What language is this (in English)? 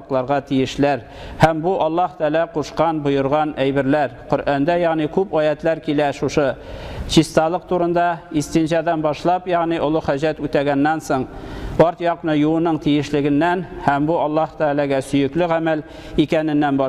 Tatar